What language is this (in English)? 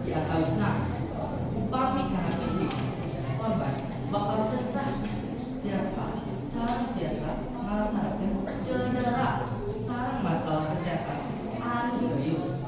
Sundanese